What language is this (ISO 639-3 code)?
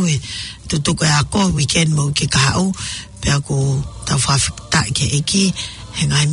ton